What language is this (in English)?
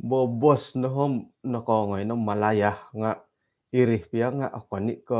Central Dusun